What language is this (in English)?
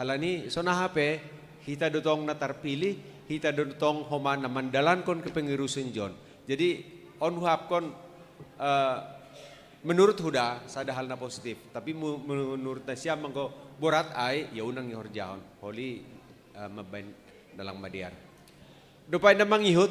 Batak Simalungun